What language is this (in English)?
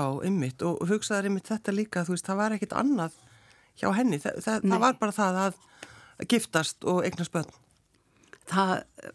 Icelandic